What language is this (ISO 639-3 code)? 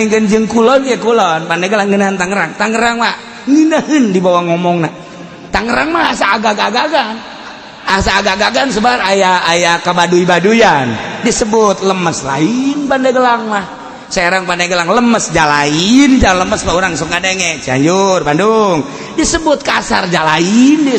sun